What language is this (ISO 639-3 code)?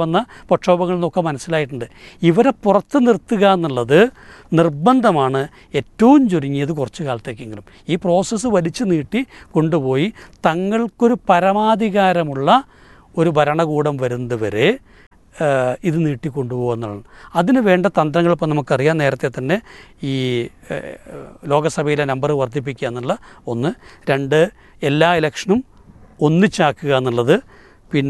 mal